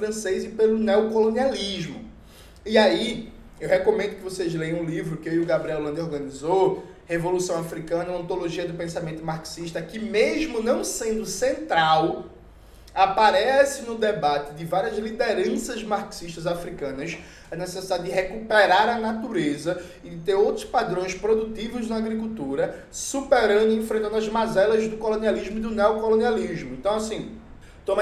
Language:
Portuguese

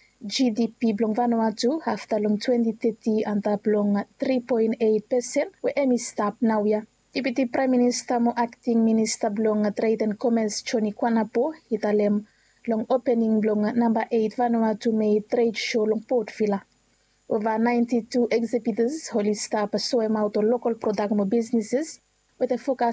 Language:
Bislama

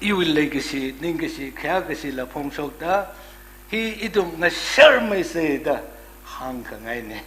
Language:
Tangkhul Naga (India)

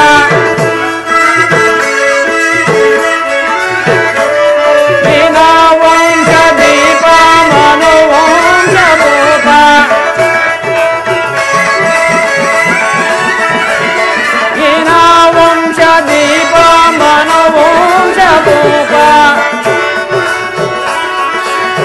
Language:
Kannada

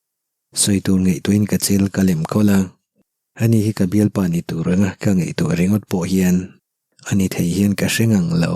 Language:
Mizo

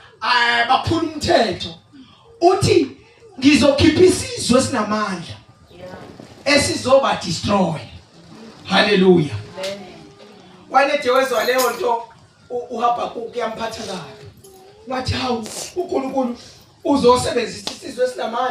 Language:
Zulu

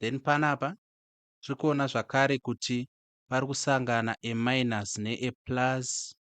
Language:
Shona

